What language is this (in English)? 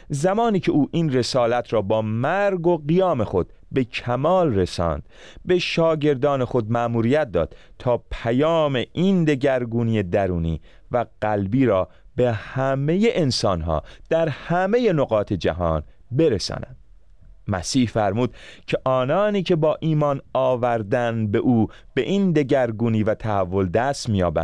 Persian